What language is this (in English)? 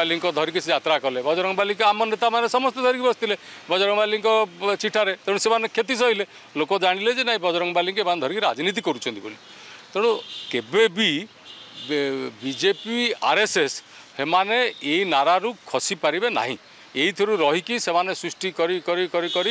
Odia